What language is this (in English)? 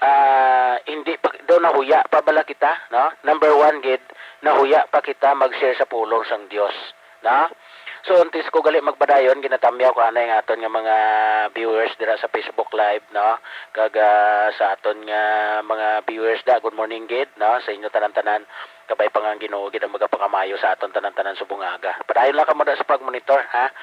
Hiligaynon